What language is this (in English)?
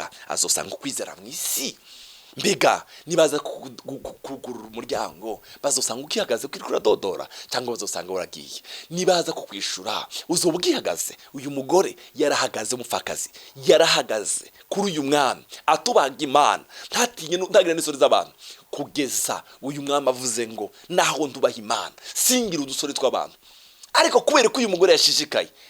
Rundi